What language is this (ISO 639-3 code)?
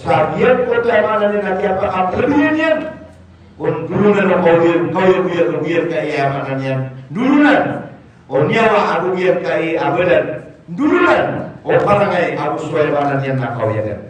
mrw